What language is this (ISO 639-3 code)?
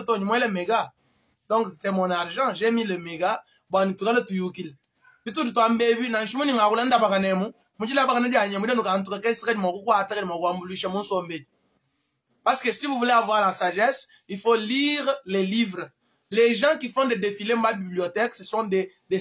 lua